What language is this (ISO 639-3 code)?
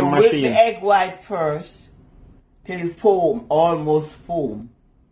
jam